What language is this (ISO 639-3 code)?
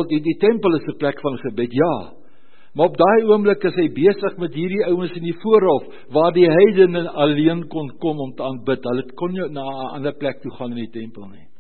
afr